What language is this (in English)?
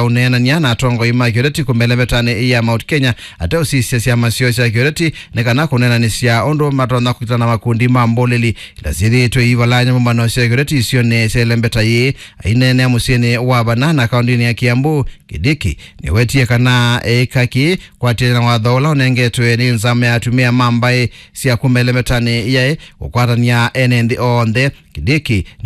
Kamba